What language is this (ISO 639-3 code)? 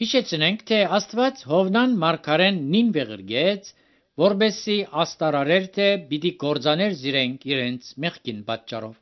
hye